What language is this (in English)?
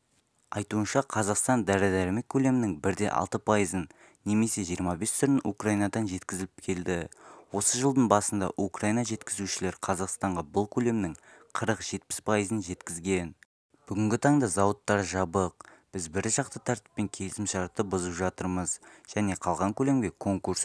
Kazakh